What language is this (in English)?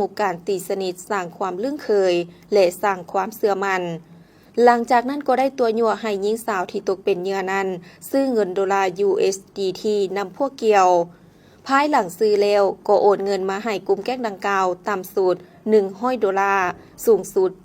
Lao